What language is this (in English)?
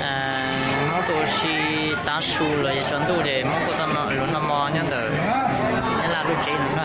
Hmong